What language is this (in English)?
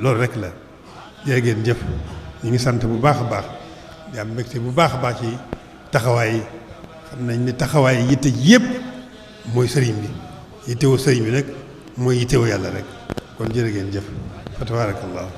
Wolof